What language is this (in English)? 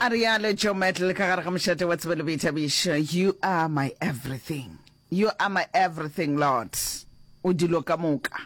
Northern Sotho